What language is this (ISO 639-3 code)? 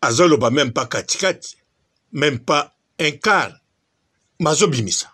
lin